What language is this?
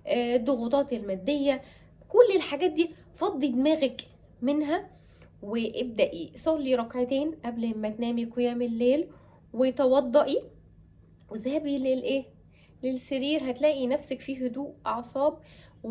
Egyptian Arabic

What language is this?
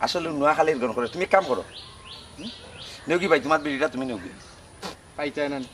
Sylheti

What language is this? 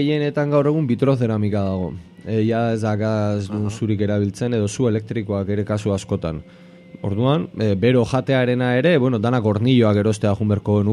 Basque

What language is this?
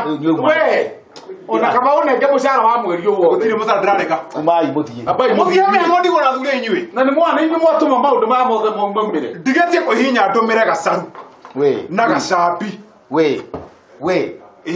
Kikuyu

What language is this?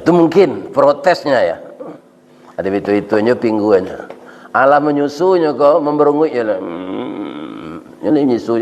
Minangkabau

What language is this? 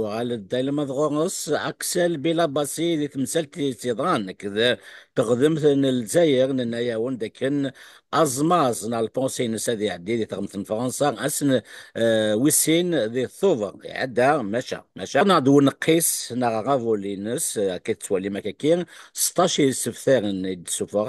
Kabyle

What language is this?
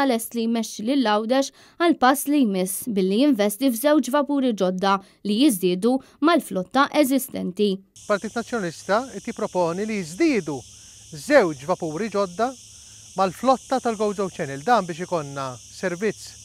Maltese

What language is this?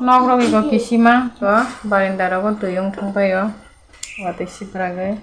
Kok Borok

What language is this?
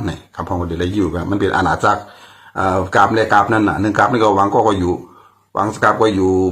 Shan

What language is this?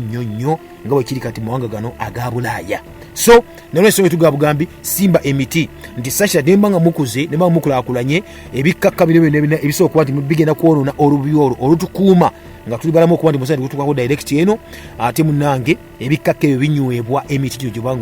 Ganda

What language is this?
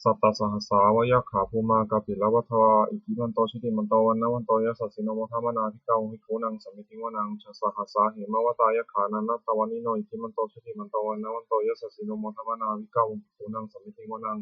Pali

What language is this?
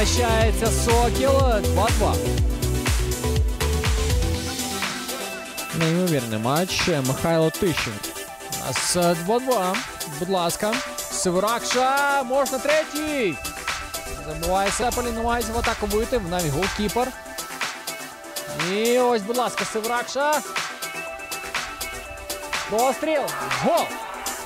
Ukrainian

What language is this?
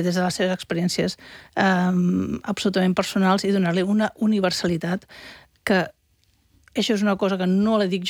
Catalan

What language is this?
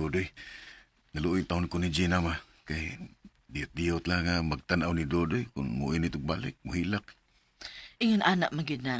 Cebuano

